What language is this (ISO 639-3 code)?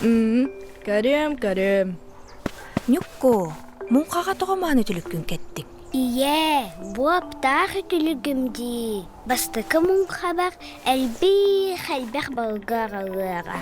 sah